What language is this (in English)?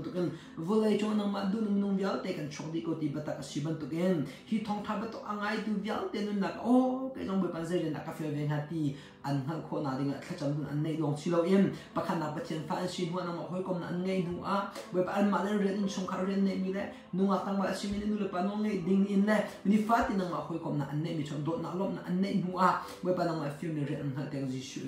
Thai